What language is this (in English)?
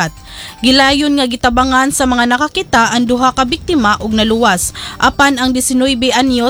Cebuano